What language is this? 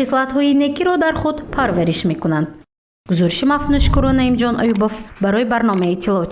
Tajik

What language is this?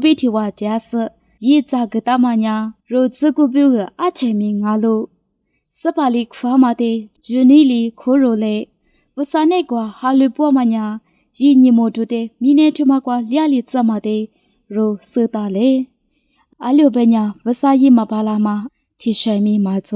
Lisu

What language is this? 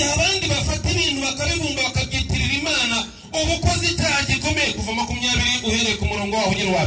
Kinyarwanda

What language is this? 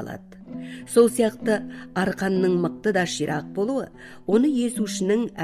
Kazakh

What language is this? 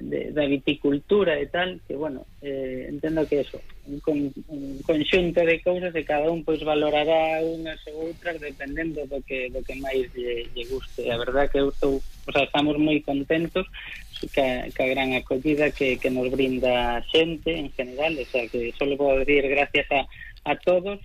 Galician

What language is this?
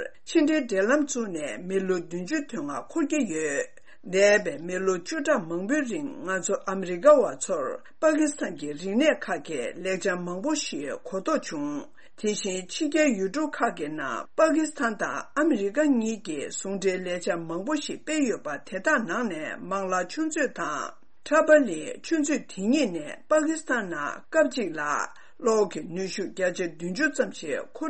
Tibetan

